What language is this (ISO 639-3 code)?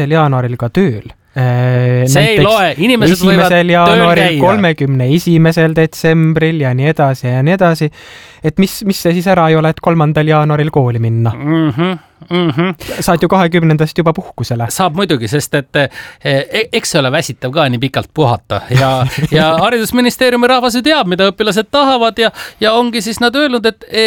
est